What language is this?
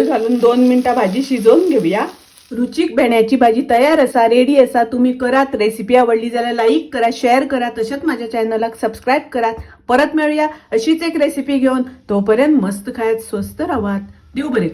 Konkani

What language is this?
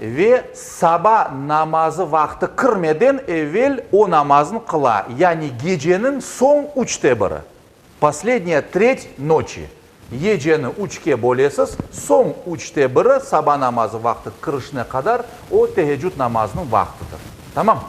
Crimean Tatar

